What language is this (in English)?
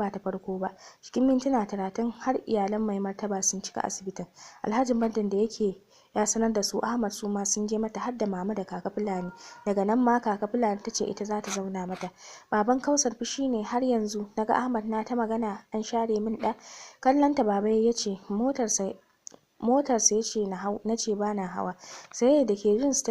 Hausa